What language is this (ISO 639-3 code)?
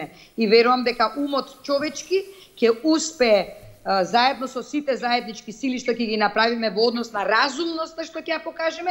mkd